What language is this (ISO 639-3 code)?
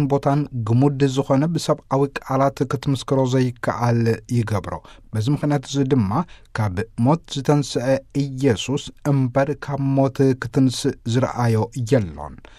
tir